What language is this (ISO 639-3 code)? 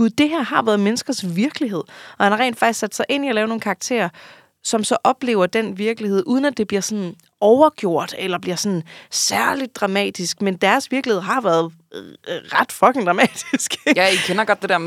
dan